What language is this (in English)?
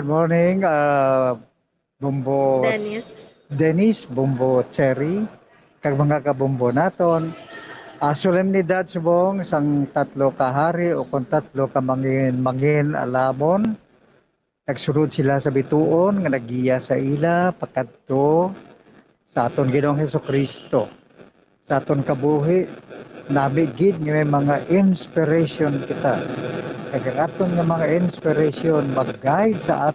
Hiligaynon